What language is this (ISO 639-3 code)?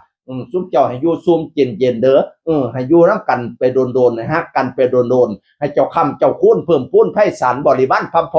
tts